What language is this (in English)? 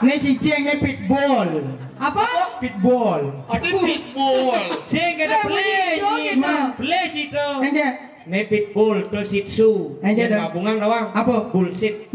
Balinese